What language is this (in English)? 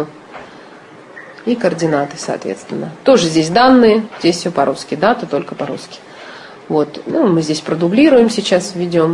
Russian